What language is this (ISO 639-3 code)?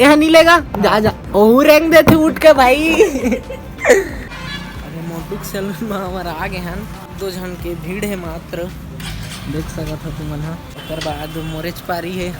hne